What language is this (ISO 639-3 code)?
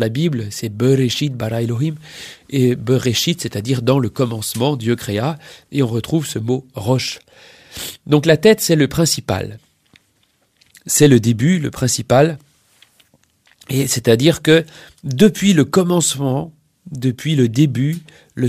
fra